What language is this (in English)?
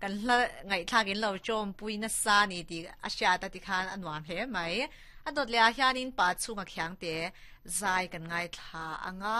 Mizo